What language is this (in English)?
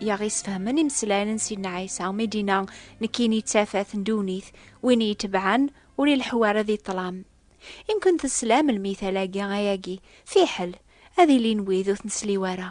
Kabyle